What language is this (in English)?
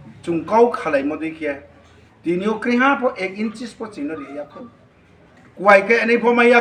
Riang (India)